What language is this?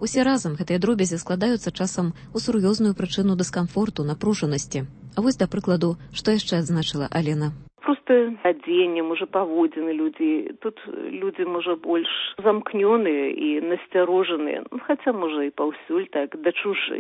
Belarusian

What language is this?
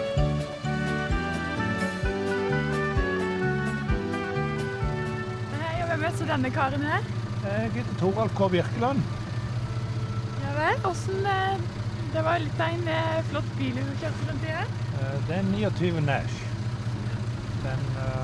Norwegian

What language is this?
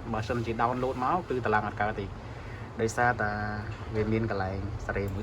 Khmer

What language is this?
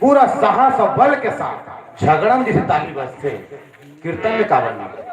Chhattisgarhi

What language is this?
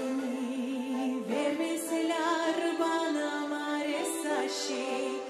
Gagauz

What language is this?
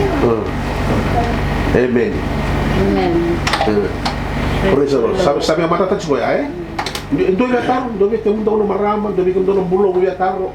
Fijian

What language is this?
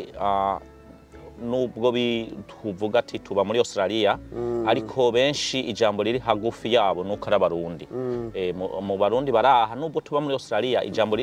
Rundi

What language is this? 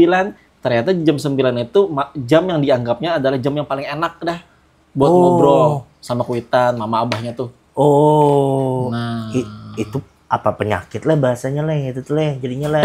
Banjar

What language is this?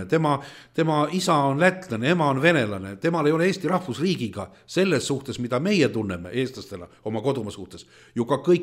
Estonian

